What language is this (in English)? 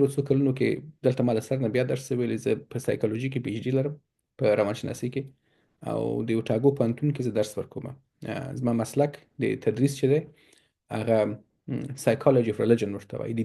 Pashto